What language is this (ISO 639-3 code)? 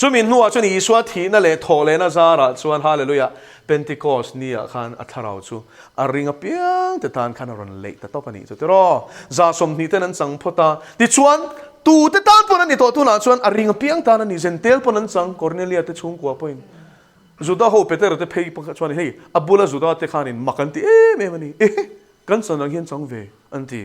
lus